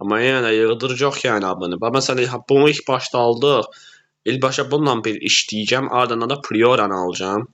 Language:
Azerbaijani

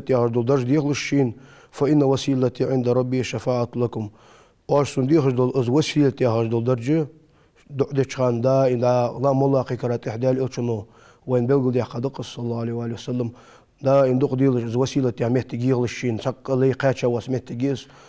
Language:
Ingush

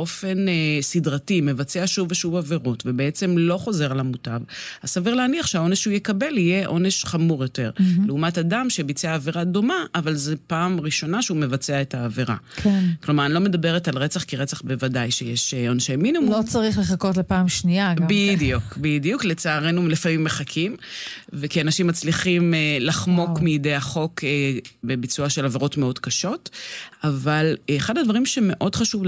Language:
Hebrew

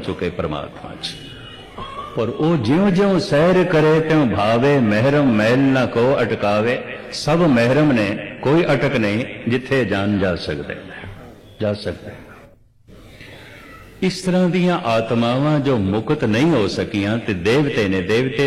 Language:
Punjabi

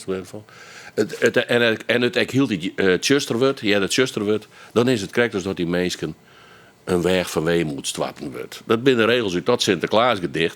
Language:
Western Frisian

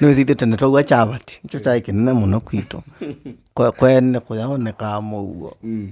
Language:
Kamba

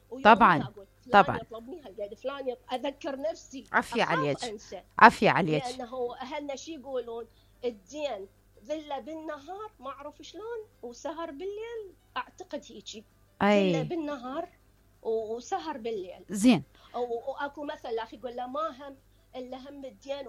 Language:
Mesopotamian Arabic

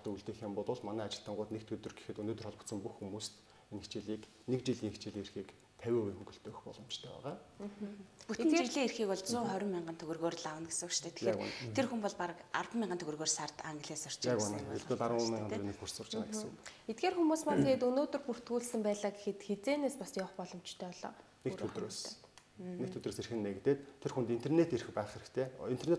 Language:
Mongolian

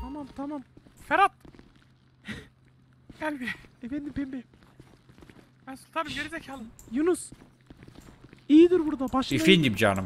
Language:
Turkish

